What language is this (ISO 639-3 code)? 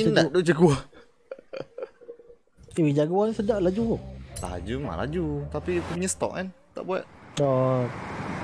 msa